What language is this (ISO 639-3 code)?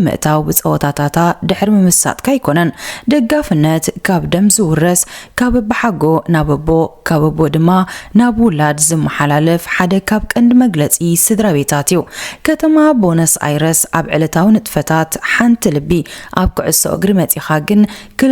tir